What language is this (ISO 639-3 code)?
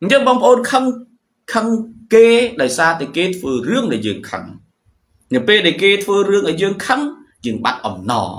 khm